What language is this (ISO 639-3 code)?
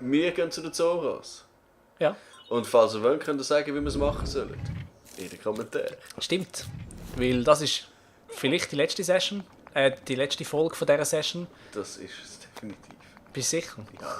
gsw